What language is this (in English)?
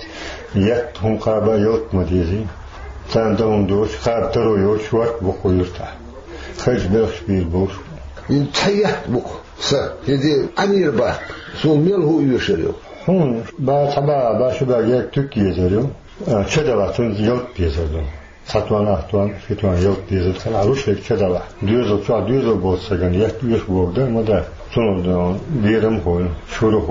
Chechen